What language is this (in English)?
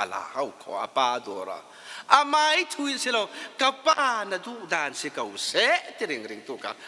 Falam Chin